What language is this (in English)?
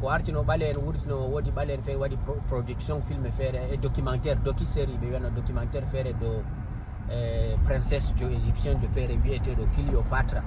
Fula